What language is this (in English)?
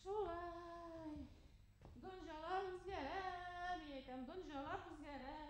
Bashkir